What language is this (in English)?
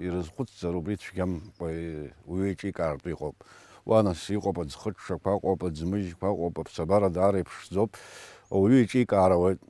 Abkhazian